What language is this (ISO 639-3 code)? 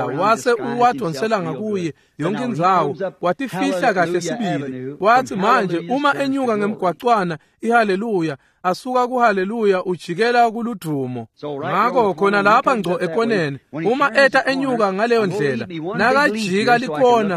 ssw